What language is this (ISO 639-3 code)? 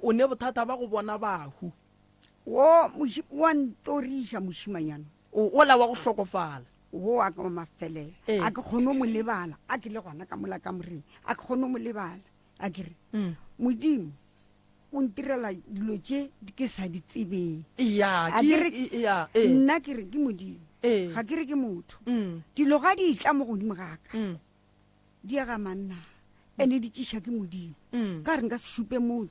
nso